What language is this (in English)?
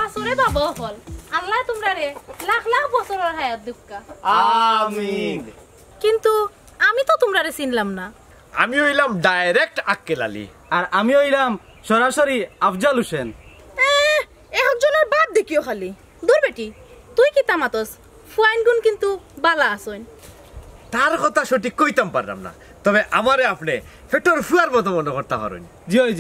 Sylheti